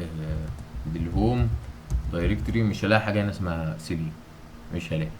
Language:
Egyptian Arabic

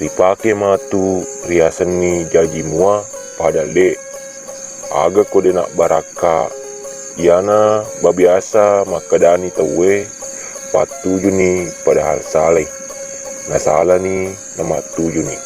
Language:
Buginese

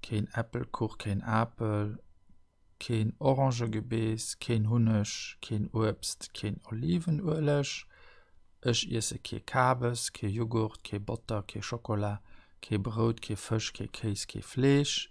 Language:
Luxembourgish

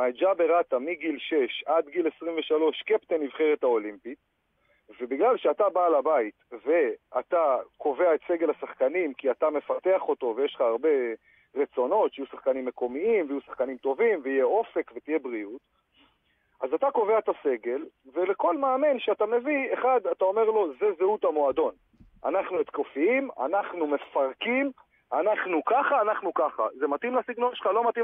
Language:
Hebrew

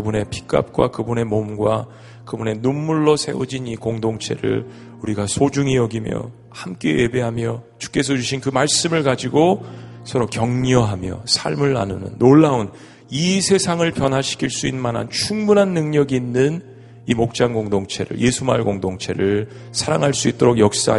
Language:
Korean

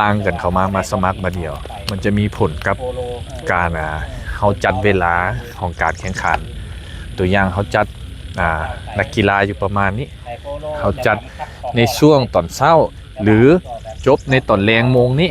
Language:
Lao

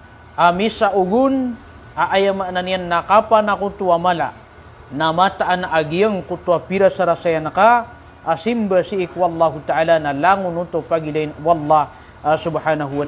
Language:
Maranao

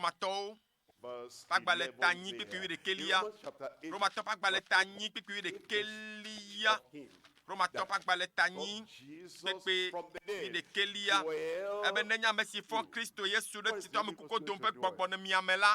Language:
Ewe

